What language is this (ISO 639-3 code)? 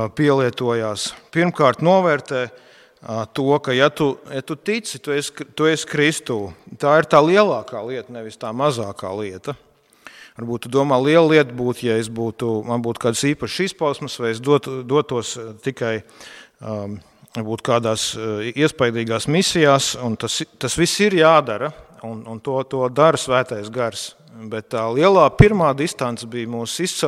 lav